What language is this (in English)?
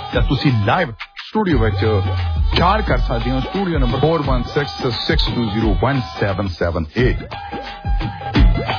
Punjabi